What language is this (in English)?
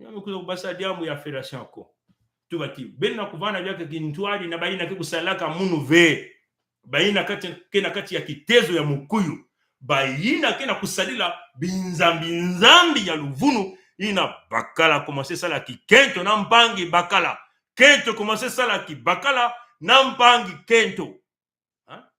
Kituba (Congo)